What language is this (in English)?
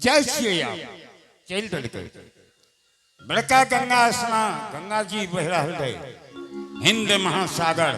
Angika